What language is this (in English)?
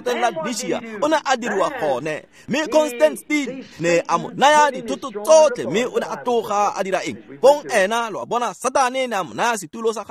Tswana